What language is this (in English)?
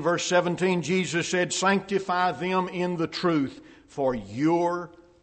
English